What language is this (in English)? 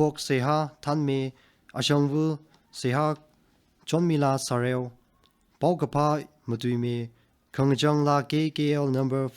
Tangkhul Naga (India)